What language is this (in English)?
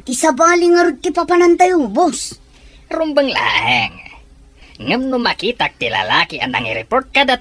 Iloko